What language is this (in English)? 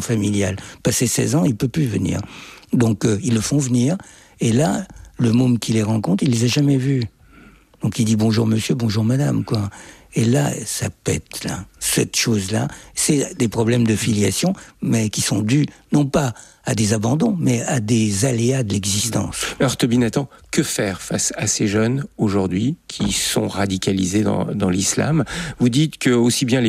French